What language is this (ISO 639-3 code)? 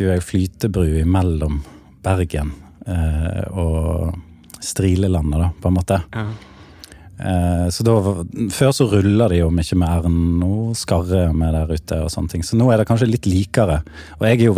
nor